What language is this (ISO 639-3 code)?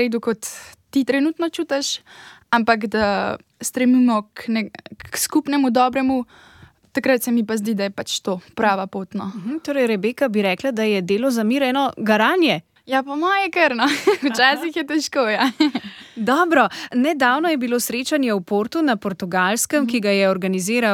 slv